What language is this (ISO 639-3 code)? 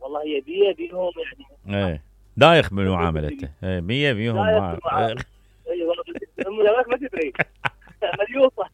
acm